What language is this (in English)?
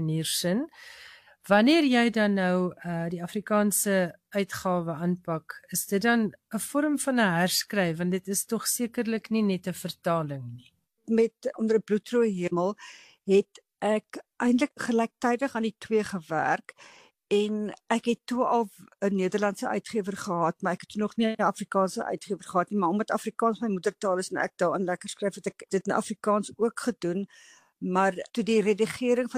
Afrikaans